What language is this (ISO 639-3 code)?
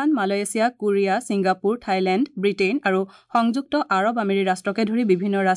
asm